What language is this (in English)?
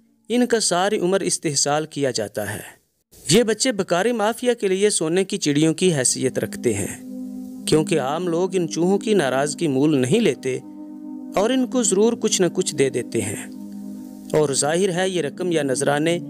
Urdu